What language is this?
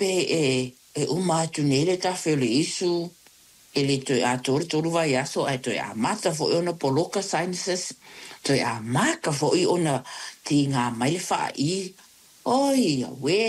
Samoan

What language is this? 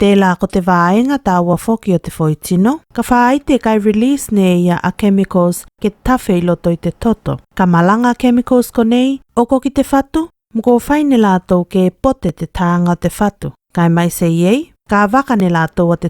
Tuvalu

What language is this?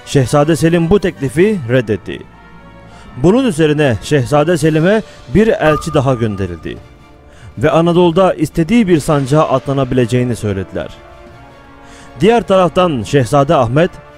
Turkish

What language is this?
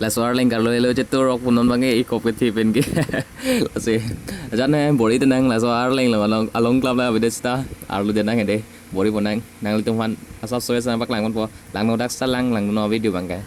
Karbi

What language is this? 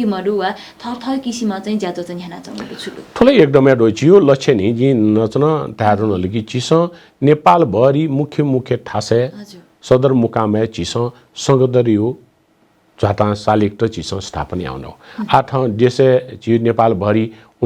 Newari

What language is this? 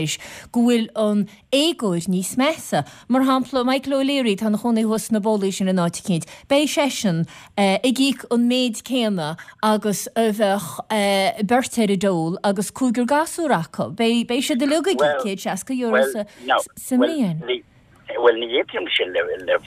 Irish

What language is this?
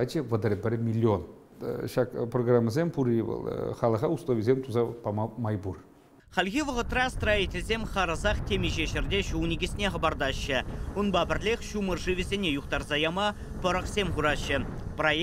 Chuvash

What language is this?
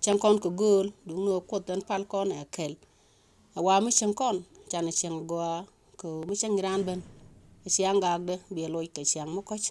Nuer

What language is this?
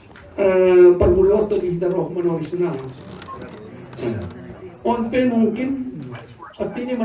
Batak Simalungun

